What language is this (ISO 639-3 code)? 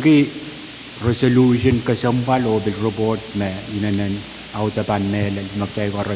pon